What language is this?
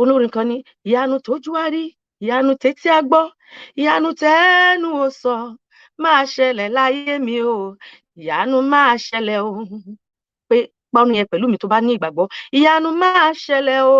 Yoruba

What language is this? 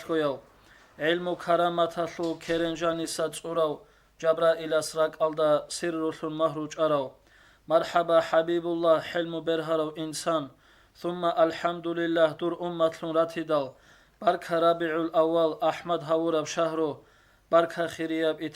Avaric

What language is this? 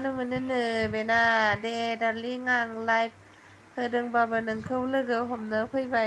Bodo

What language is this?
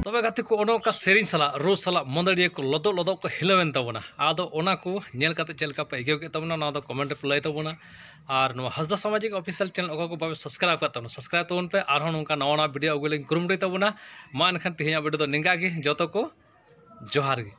Santali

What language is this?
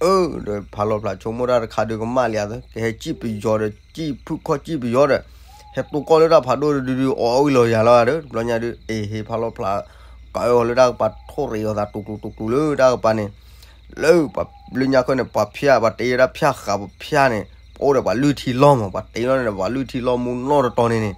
S'gaw Karen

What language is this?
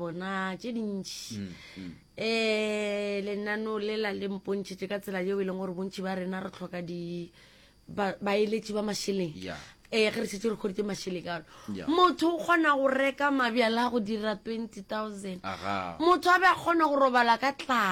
Northern Sotho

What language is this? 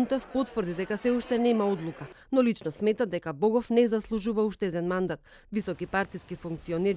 Macedonian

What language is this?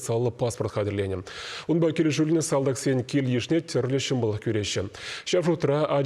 Chuvash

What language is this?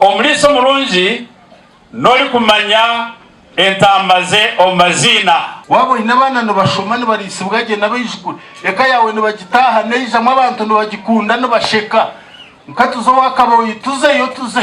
Nyankole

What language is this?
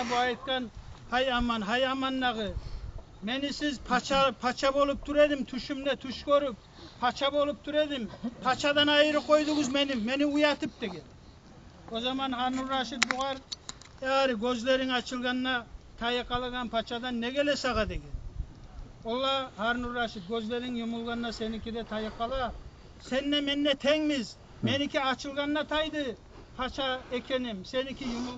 Kumyk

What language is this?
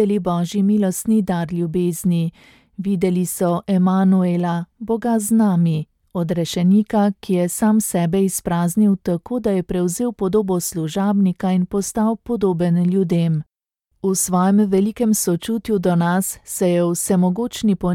Slovenian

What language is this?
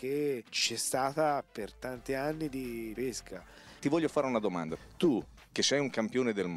Italian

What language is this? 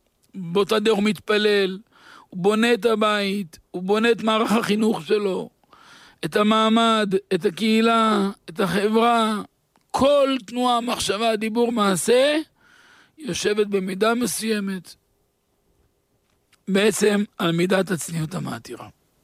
Hebrew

